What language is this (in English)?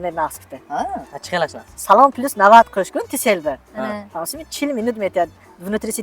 Tajik